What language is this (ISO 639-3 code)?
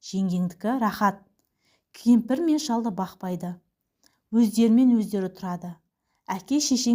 kaz